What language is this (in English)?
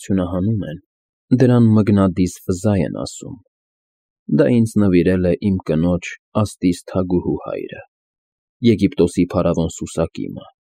Armenian